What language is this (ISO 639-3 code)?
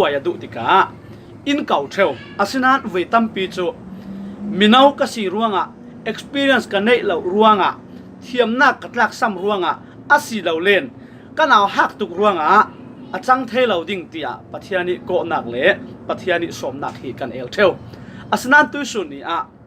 cfm